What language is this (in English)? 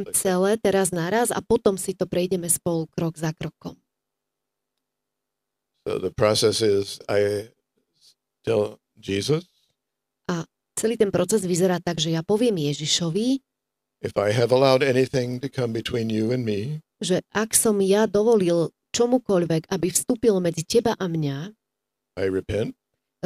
Slovak